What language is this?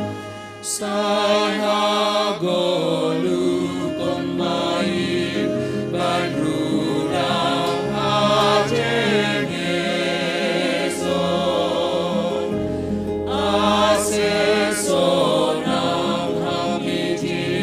Batak Simalungun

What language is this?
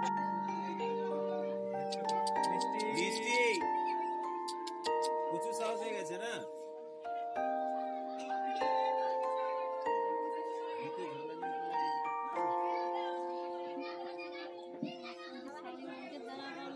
Bangla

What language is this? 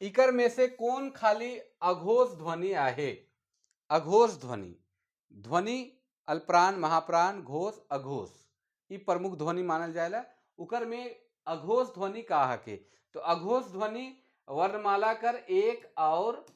Sadri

